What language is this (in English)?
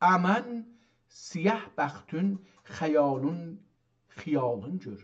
South Azerbaijani